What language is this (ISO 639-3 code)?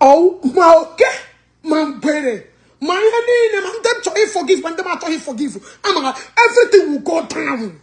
ibo